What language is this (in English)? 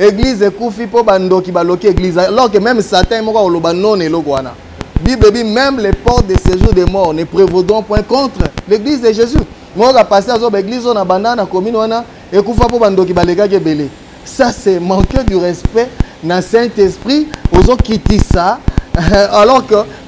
Lingala